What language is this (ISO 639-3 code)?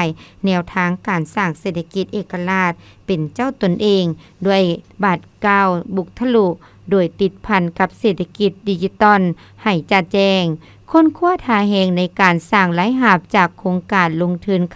lao